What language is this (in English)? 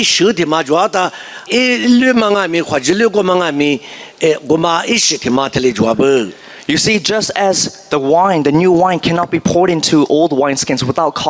Lisu